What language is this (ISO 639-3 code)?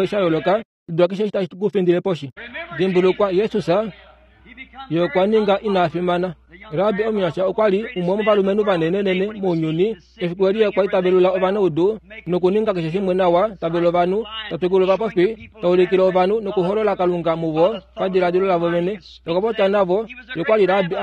kua